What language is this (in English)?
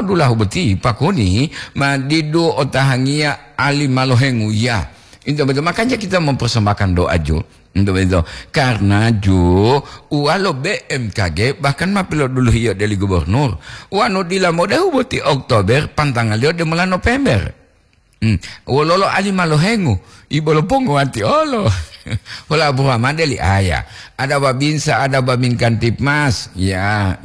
Gorontalo